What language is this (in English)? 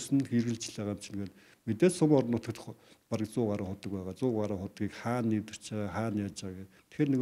Mongolian